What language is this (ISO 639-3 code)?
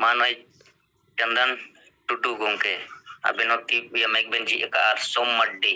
sat